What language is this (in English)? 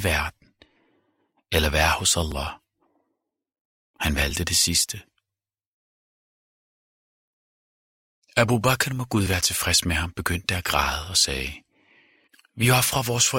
Danish